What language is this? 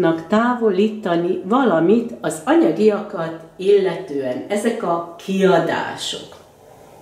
Hungarian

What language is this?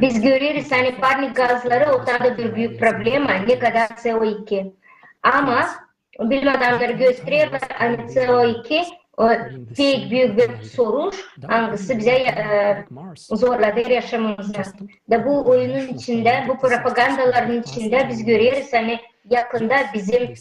Gagauz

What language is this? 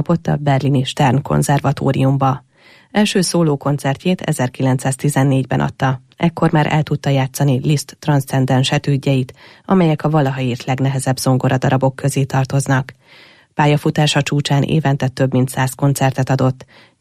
Hungarian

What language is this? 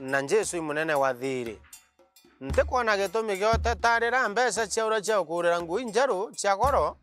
Meru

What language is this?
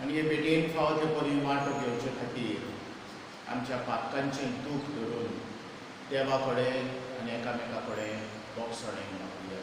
Konkani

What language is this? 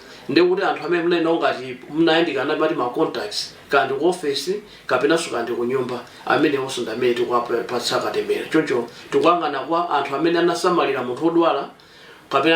Nyanja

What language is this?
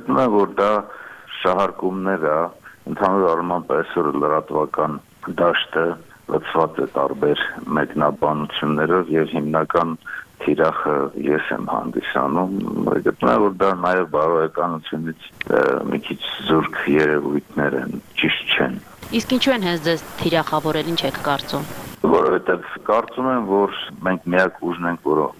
Armenian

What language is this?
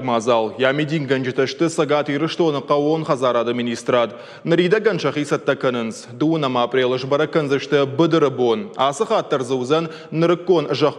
Ossetic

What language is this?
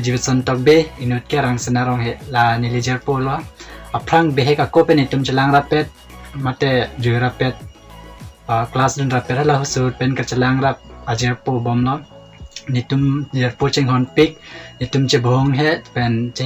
Karbi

